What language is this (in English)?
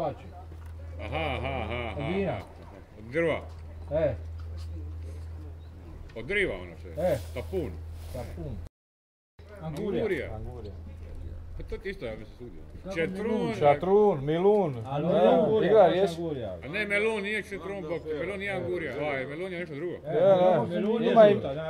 Croatian